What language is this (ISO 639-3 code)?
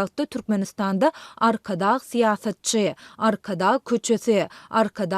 tuk